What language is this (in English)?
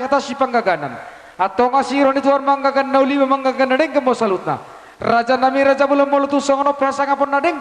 Batak Toba